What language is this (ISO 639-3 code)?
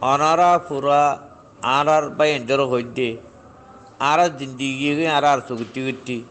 rhg